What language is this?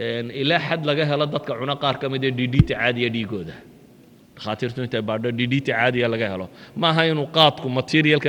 Somali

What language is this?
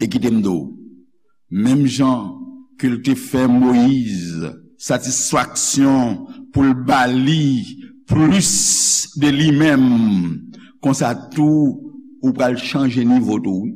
Haitian Creole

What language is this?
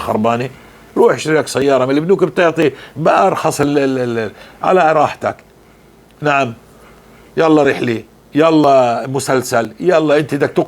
North Levantine Arabic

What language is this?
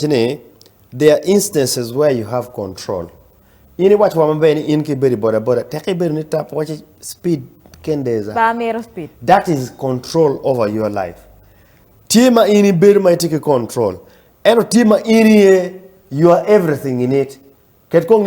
Acoli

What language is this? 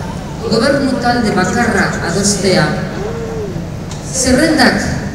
Basque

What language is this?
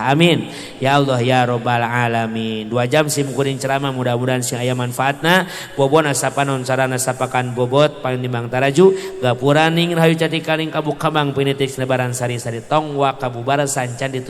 Sundanese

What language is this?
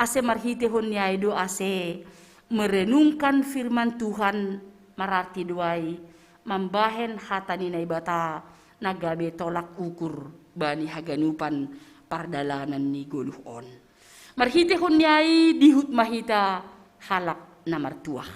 Batak Simalungun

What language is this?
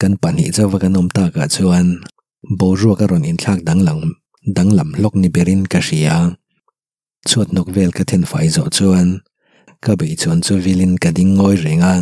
Mizo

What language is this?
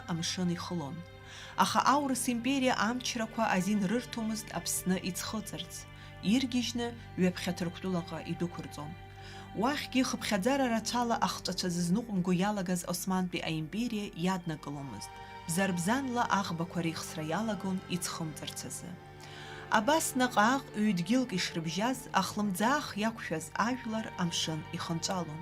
Abkhazian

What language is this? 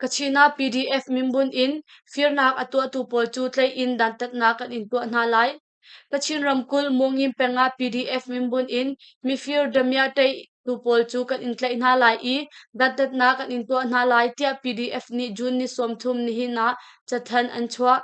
Hakha Chin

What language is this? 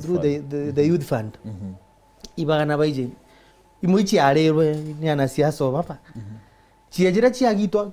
Meru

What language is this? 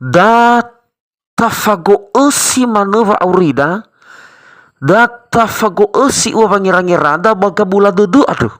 Nias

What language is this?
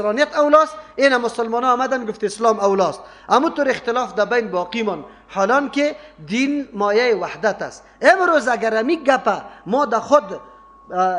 Persian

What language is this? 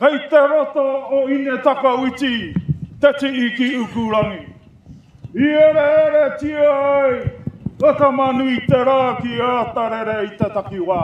Māori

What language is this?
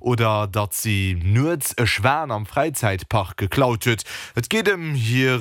Luxembourgish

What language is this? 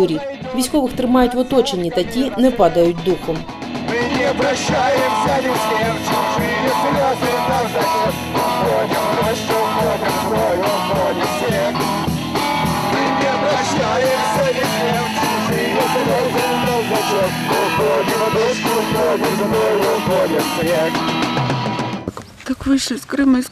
Ukrainian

